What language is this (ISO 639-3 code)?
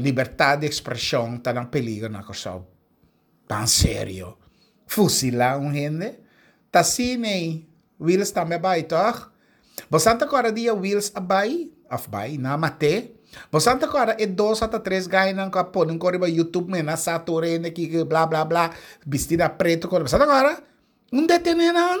pap